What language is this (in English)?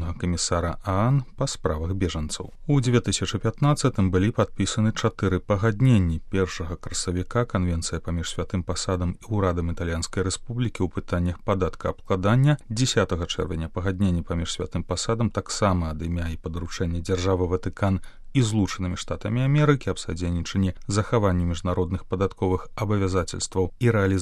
Belarusian